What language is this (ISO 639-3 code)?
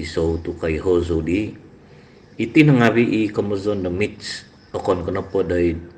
dtp